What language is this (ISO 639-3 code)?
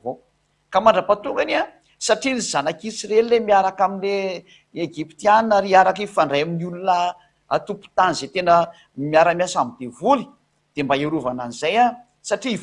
mlg